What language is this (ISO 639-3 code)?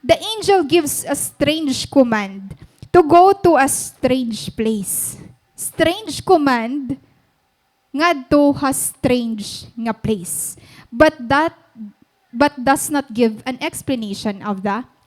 war